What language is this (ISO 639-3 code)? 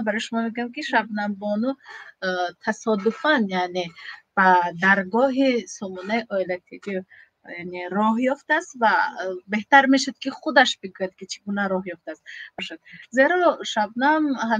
tgk